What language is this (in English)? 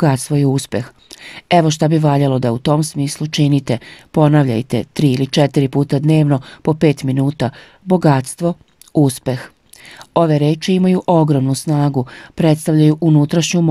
Serbian